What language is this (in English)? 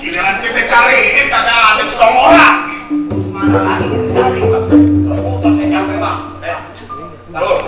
Betawi